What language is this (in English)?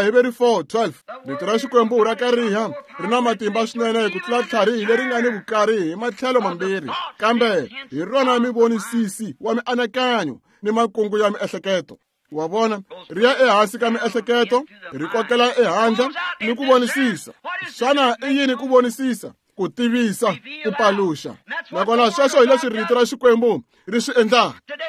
Tsonga